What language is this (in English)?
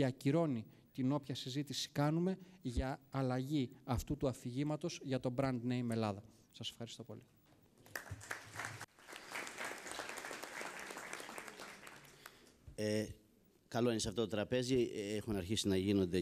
Greek